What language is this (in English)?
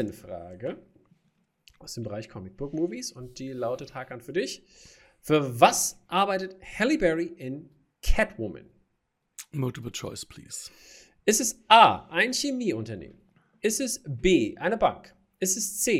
German